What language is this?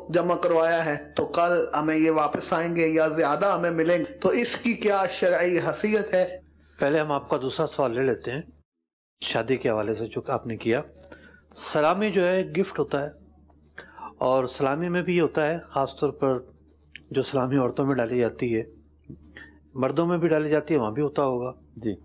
Urdu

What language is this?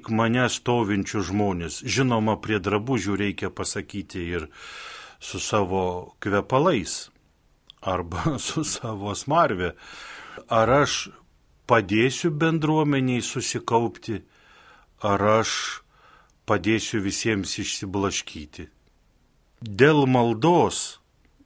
Lithuanian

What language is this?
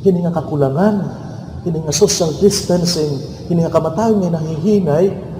Waray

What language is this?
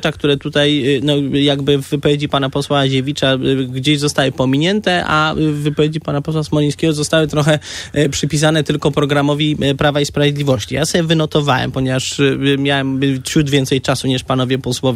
Polish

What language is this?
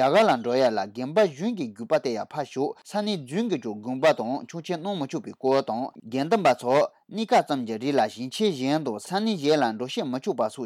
Tibetan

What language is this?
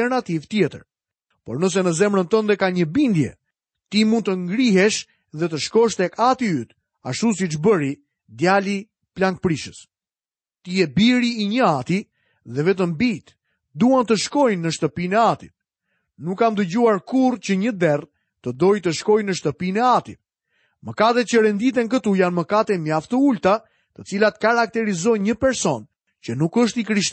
Albanian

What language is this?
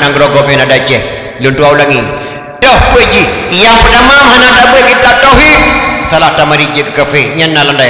Achinese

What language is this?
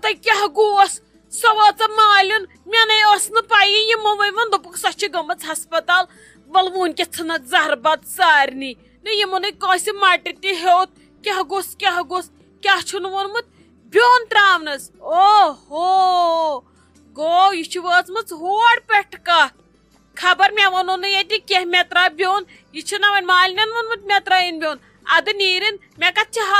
Kashmiri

